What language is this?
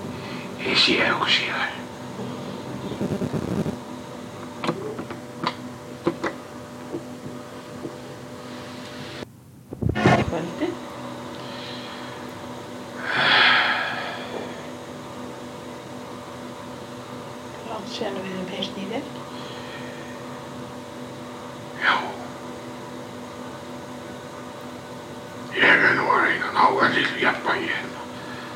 Icelandic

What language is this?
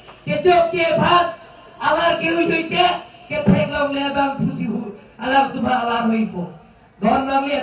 Karbi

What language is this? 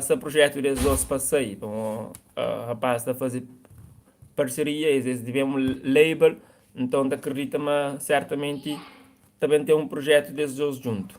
Kabuverdianu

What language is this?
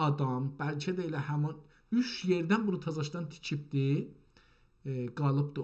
South Azerbaijani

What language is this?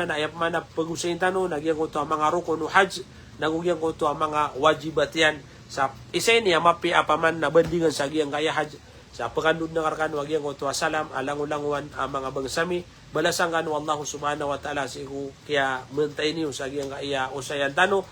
Maranao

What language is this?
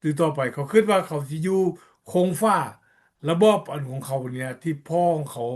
Lao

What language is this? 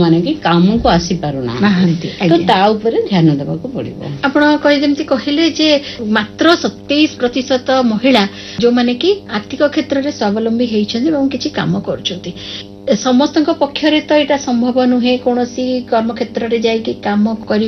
Odia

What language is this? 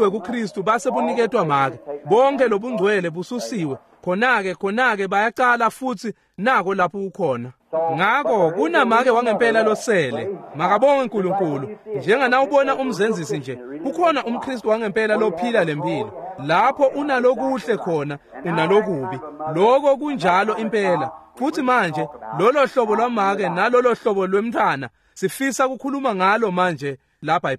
Swati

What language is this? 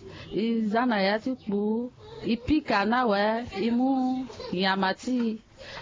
Sango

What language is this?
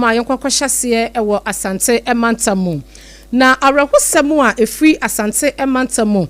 Akan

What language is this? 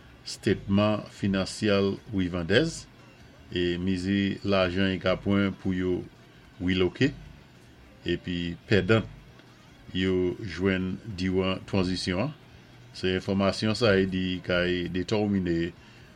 Saint Lucian Creole French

